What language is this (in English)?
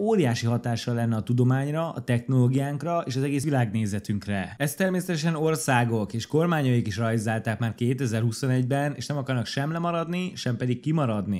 Hungarian